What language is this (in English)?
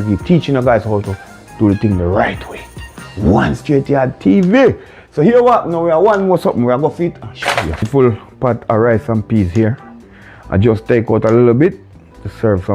Jamaican Creole English